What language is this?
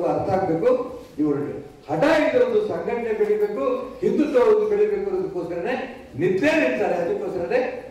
Kannada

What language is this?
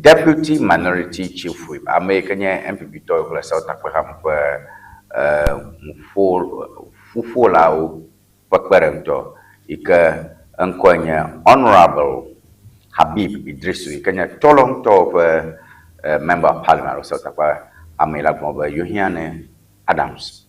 Ewe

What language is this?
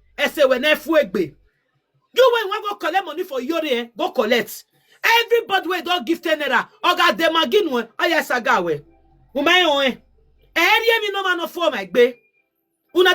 Nigerian Pidgin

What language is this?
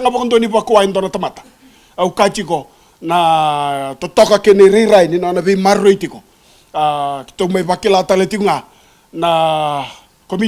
Fijian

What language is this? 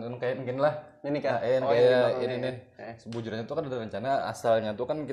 Banjar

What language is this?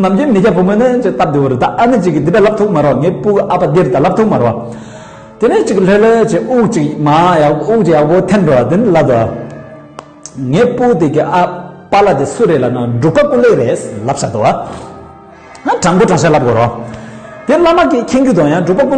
Tibetan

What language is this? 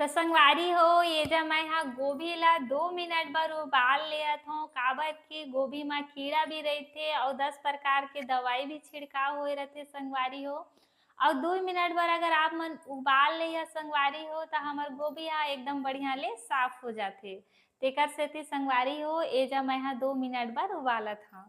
Chhattisgarhi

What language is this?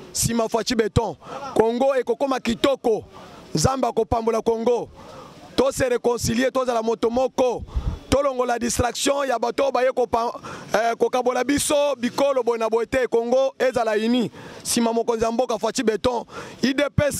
Lingala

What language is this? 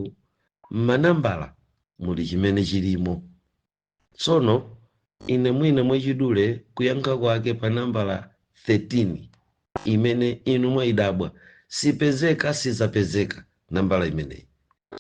Nyanja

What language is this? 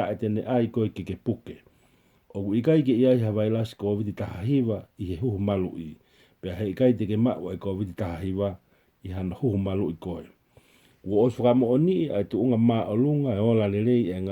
Tongan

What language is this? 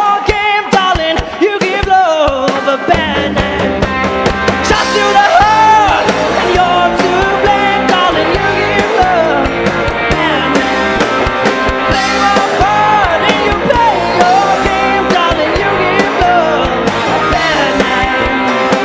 Tangkhul Naga (India)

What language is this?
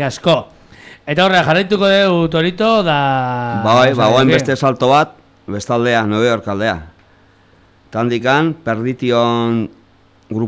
Basque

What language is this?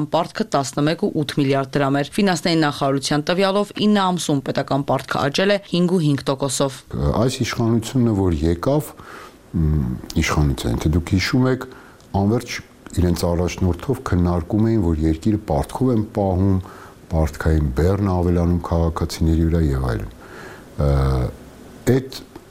Armenian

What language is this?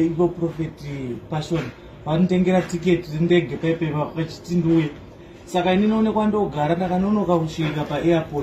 Shona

